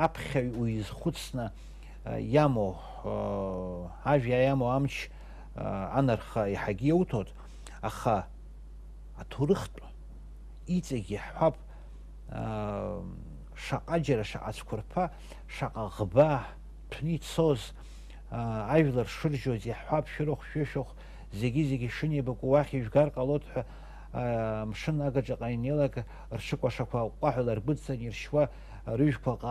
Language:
Abkhazian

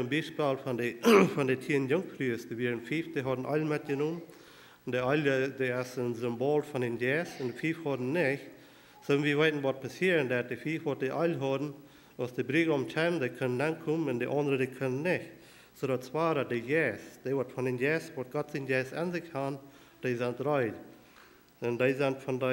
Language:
Plautdietsch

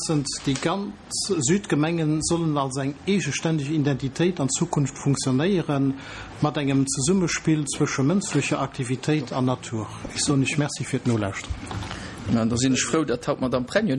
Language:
Luxembourgish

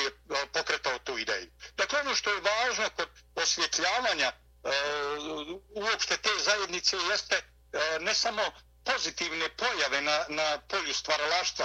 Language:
Bosnian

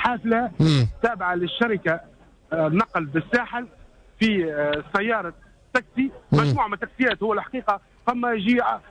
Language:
Tunisian Arabic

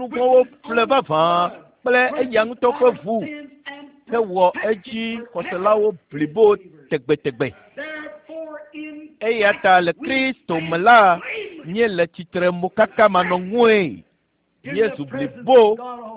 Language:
Ewe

